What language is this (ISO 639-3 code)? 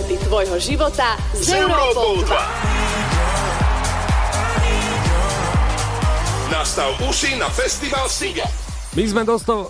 slk